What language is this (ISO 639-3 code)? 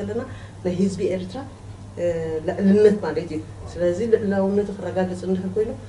tir